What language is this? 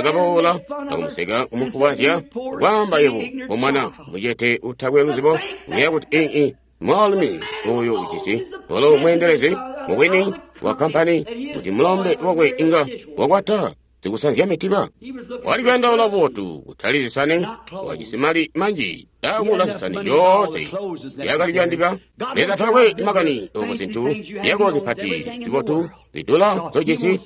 Tonga (Zambia)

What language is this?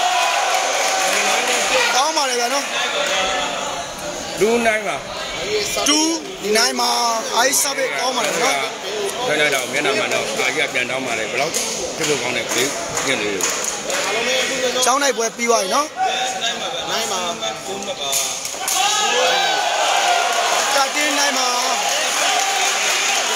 Burmese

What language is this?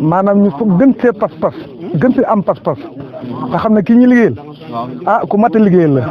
Wolof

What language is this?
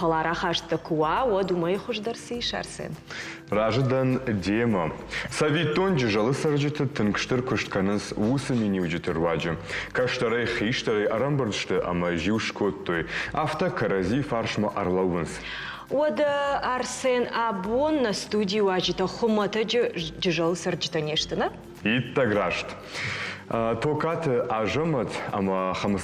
Ossetic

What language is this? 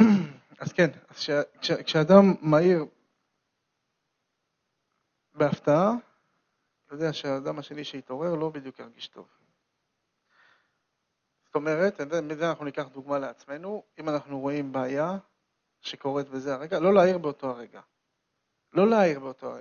Hebrew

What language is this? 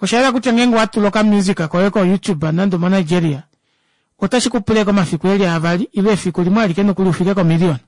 Kuanyama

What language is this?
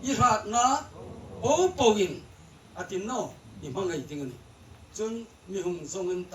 Hmar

